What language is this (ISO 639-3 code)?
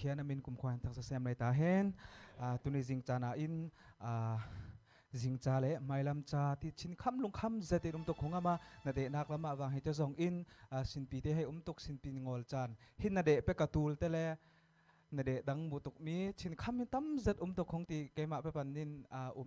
cfm